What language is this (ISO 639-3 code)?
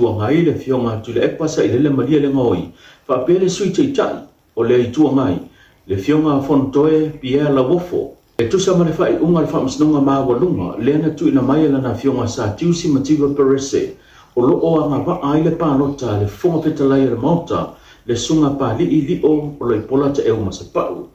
smo